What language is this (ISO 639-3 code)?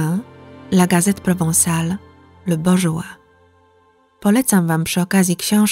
pol